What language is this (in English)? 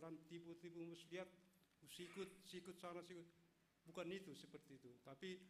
Batak Simalungun